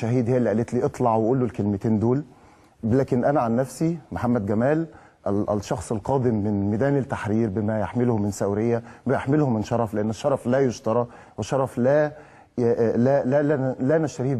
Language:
Egyptian Arabic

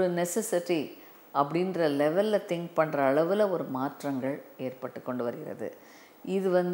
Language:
Tamil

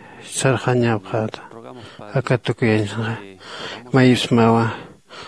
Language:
Aymara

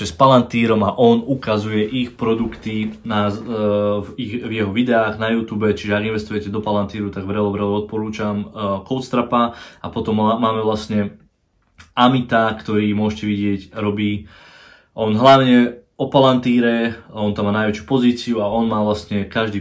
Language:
Slovak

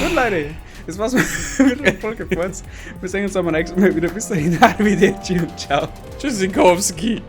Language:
Bavarian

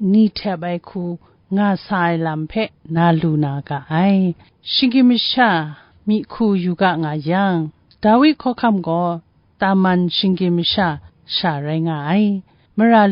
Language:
Kachin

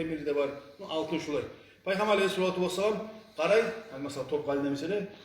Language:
Kumyk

